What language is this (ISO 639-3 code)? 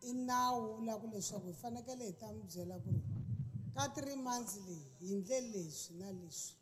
tso